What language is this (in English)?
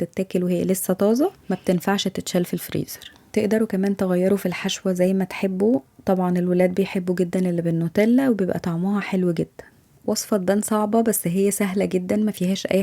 Egyptian Arabic